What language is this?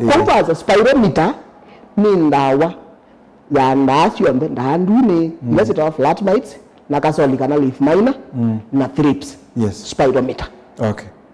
Kamba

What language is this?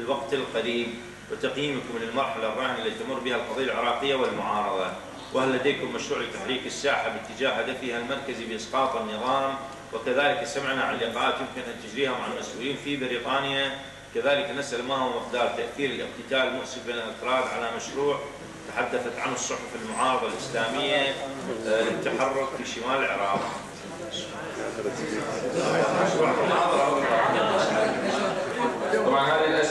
Arabic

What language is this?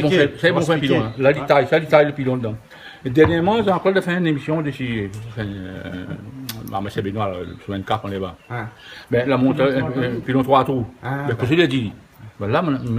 Réunion Creole French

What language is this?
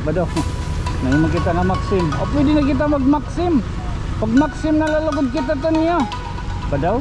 Waray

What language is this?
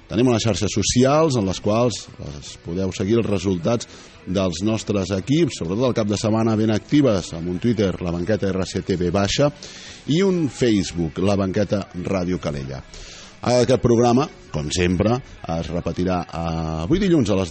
Catalan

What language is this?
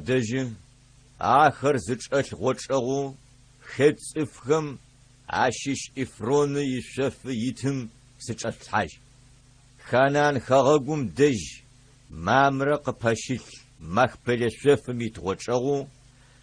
Adyghe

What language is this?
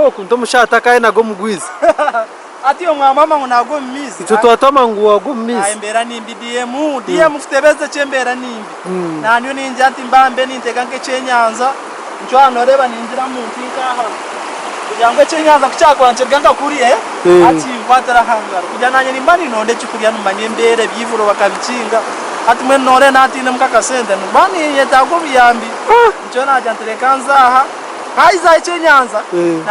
Nyankole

